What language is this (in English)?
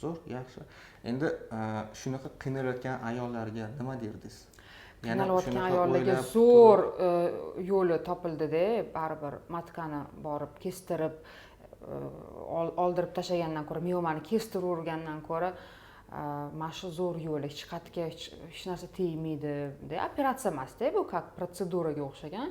Uzbek